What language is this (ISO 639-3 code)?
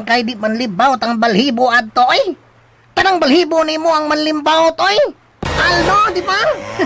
ceb